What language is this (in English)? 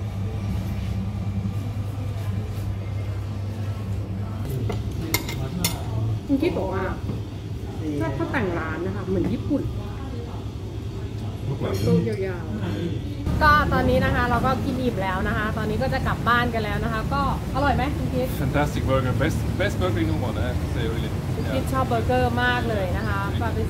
Thai